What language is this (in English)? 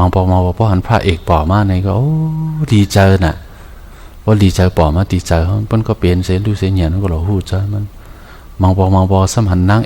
Shan